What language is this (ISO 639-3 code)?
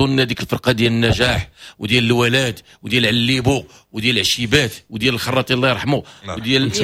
ary